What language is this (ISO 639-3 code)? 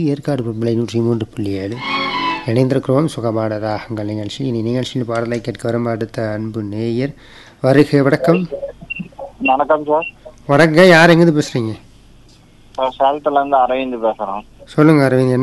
tam